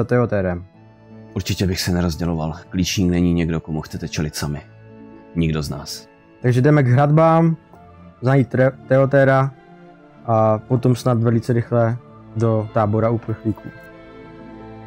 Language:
Czech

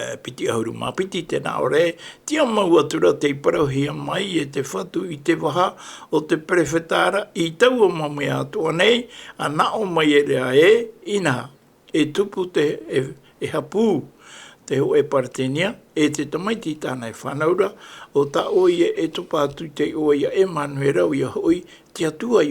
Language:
Tahitian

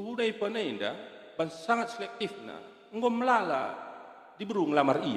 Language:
Batak Karo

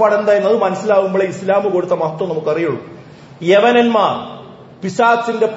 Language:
Malayalam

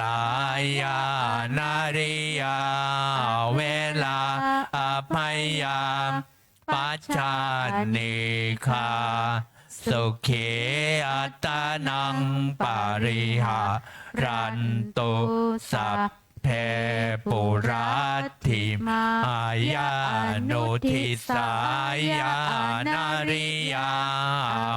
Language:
Pali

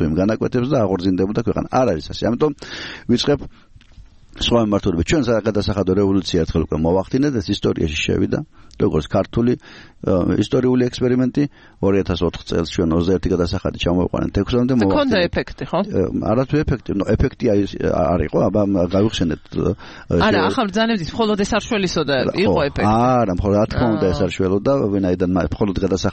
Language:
Georgian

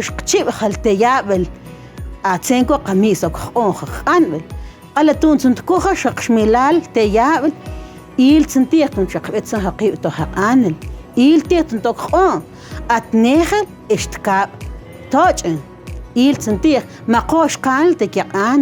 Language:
Mam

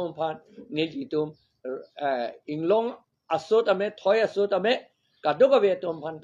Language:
Karbi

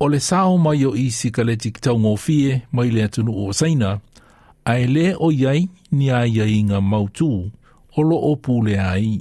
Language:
Samoan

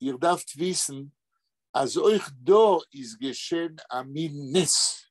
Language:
Yiddish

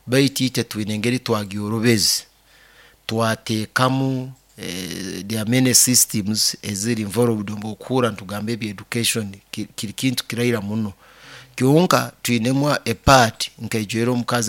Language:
Nyoro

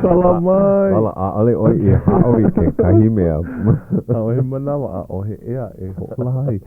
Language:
Hawaiian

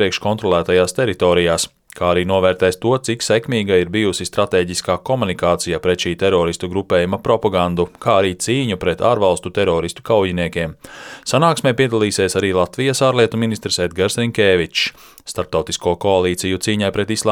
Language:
Latvian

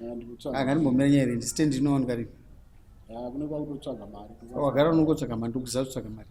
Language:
Shona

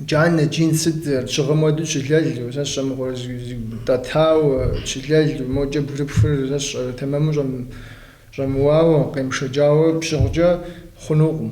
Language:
Kabardian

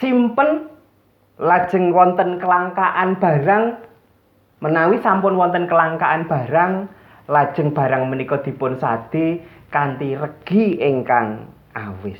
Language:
Javanese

